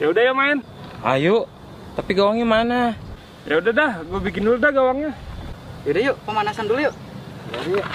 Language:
Betawi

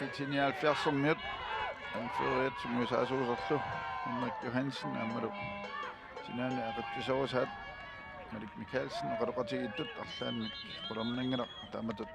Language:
Kalaallisut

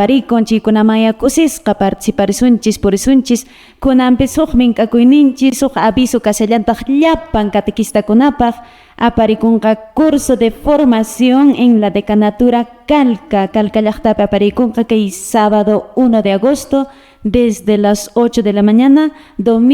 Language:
Quechua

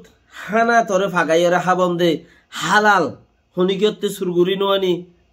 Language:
Rohingya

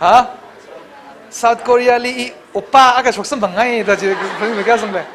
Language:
Tangkhul Naga (India)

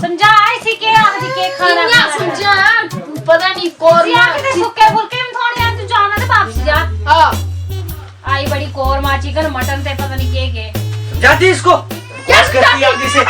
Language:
Dogri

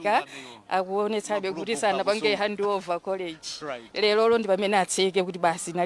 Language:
Nyanja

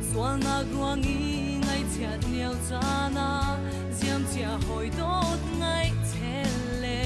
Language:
Hakha Chin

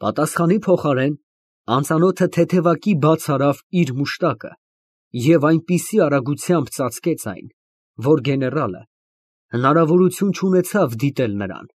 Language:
Armenian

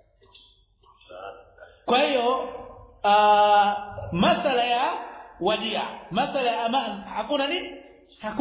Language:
Swahili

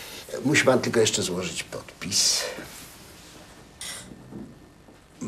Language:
Polish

